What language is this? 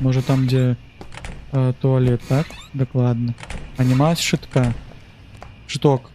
Belarusian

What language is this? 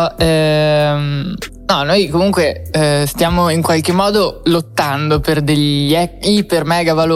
Italian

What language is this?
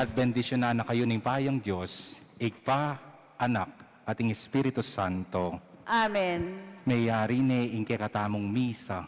Pampanga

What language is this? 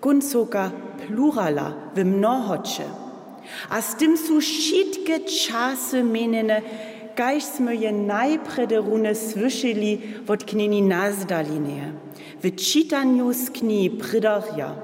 Upper Sorbian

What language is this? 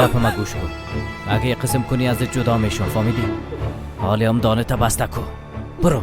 Persian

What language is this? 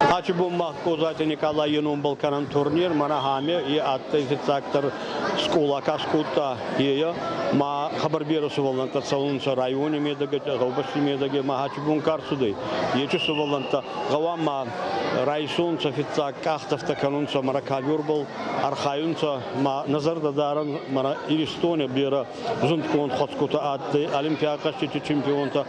Ossetic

